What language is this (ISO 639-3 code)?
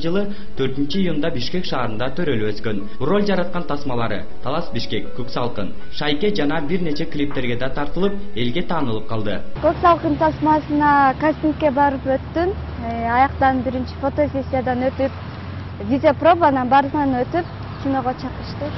kir